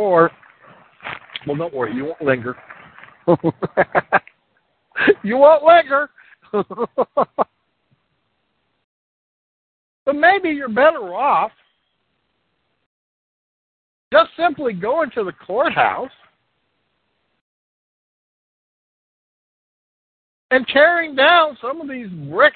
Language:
English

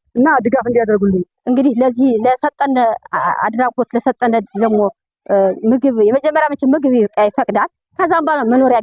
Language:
Amharic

